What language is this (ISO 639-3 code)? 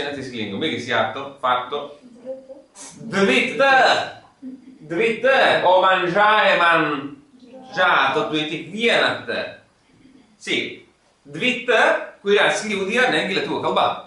lit